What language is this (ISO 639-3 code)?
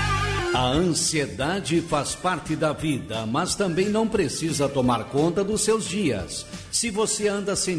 por